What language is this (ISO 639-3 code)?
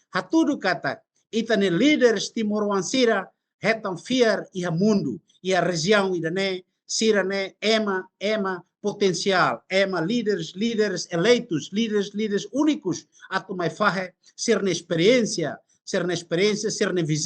tet